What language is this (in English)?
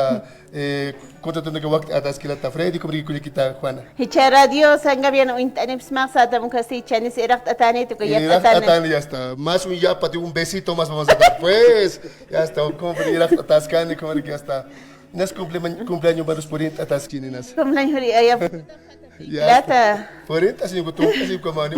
Aymara